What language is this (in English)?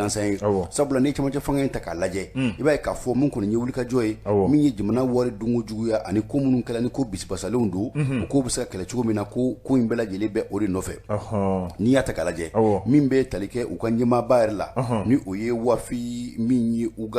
Bambara